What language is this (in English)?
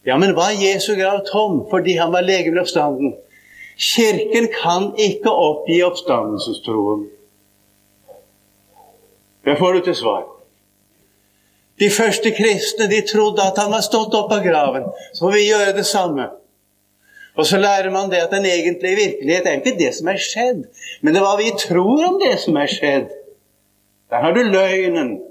Norwegian